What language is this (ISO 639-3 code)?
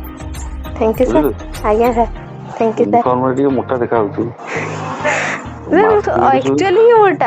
ori